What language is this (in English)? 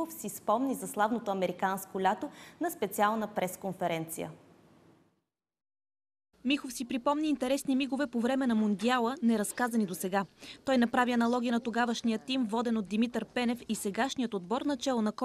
Bulgarian